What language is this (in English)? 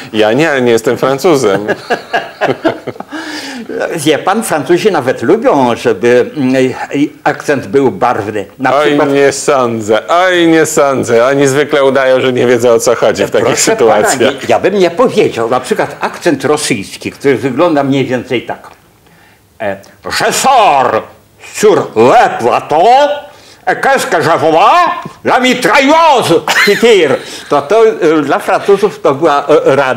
Polish